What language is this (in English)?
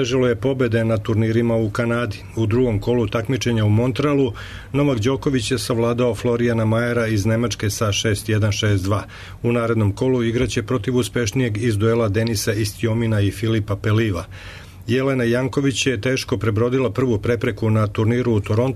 Serbian